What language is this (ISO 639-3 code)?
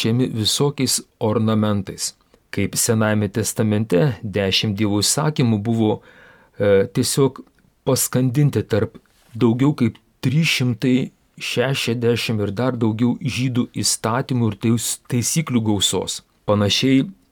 lit